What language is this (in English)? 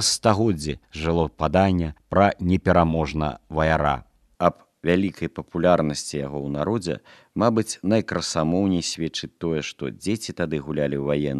Belarusian